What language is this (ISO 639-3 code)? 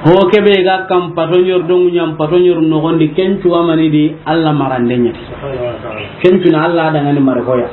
snk